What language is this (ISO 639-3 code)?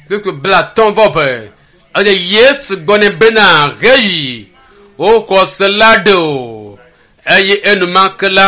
ewe